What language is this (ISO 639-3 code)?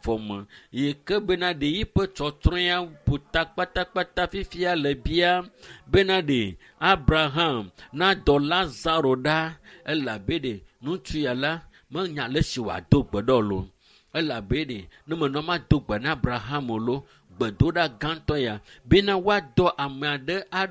ewe